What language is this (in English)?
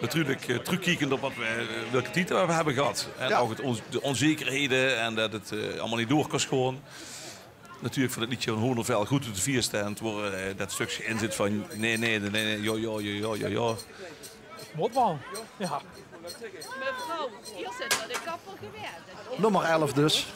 Limburgish